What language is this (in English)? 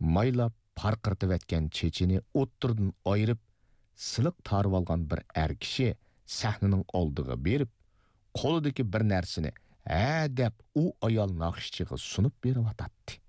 Uyghur